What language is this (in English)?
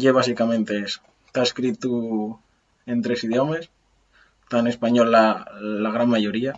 Asturian